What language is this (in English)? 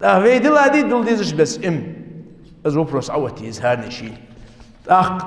Ingush